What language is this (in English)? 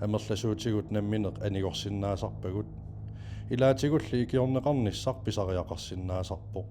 Kalaallisut